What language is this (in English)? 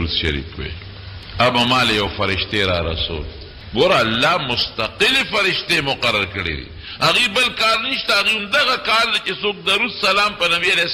Pashto